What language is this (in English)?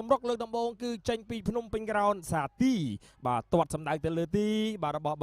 Khmer